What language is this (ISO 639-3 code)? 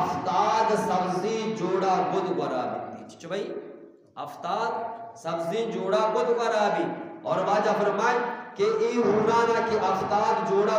bgp